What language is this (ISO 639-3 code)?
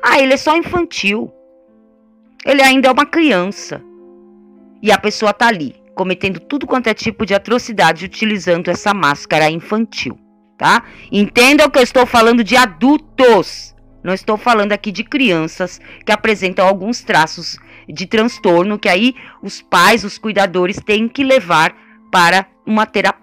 por